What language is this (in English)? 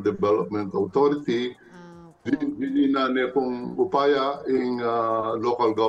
Pampanga